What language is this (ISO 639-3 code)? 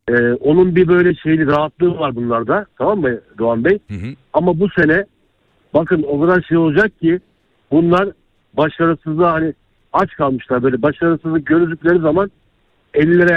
tur